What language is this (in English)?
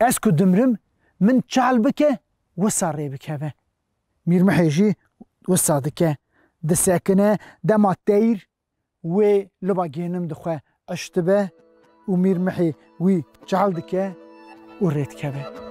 Kurdish